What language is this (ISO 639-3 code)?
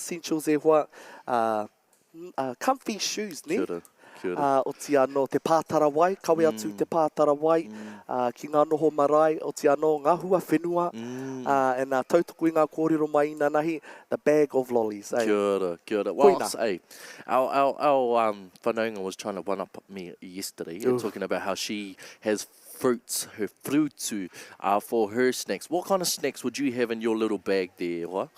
mri